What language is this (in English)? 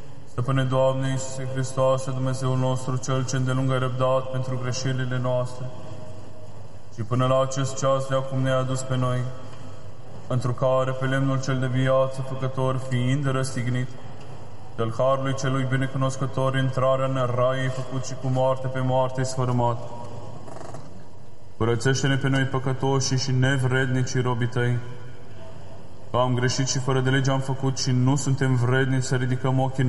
Romanian